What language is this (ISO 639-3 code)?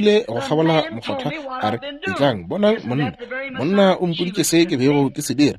nso